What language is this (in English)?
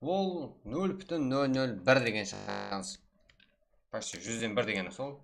Kara-Kalpak